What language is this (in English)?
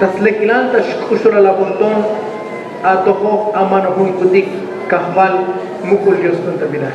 Tzotzil